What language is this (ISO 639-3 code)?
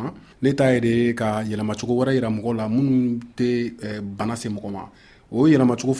bam